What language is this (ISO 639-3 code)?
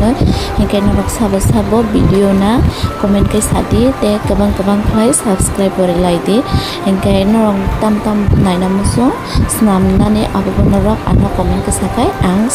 trp